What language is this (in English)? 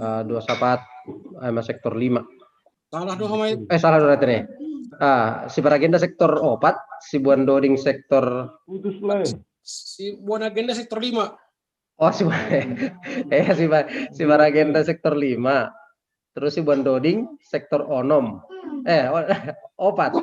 Batak Simalungun